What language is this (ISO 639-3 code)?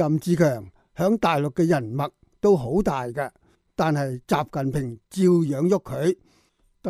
yue